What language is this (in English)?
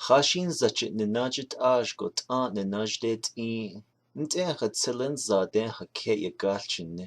Navajo